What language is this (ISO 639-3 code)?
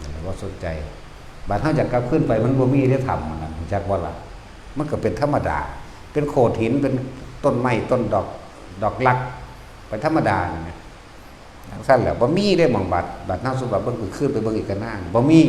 tts